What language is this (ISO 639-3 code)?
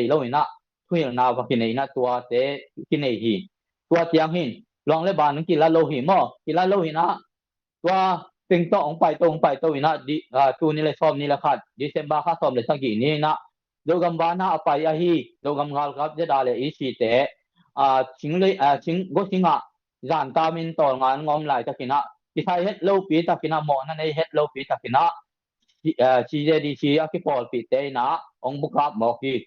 ctd